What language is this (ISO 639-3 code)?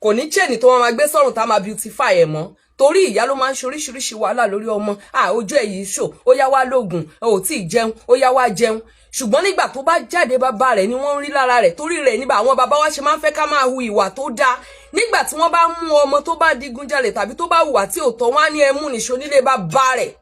yor